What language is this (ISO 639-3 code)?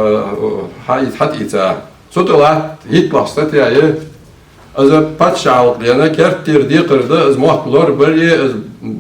inh